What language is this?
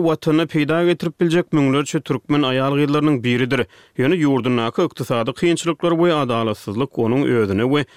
Turkmen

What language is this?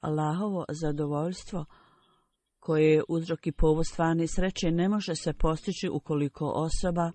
Bosnian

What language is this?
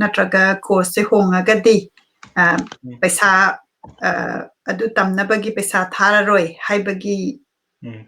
Manipuri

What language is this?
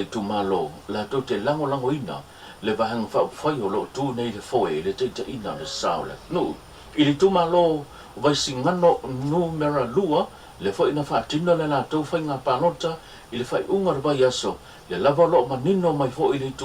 Samoan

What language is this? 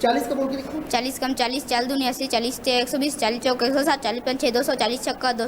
Chhattisgarhi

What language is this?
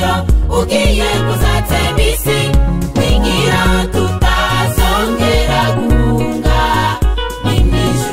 Kinyarwanda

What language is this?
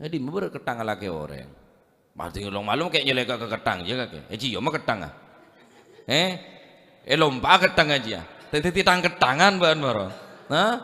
Madurese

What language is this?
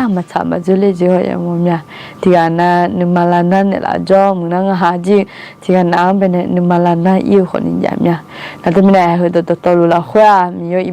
Akha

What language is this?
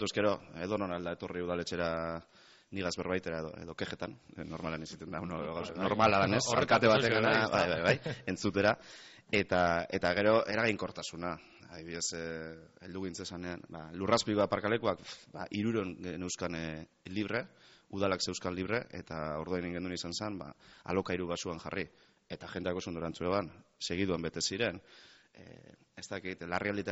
Basque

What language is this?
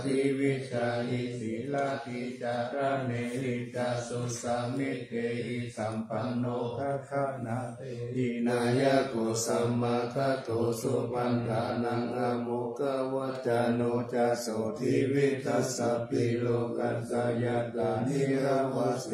Pali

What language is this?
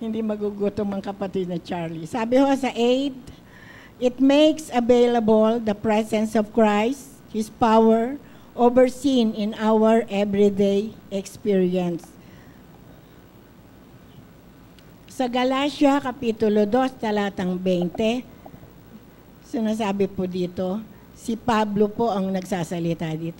Filipino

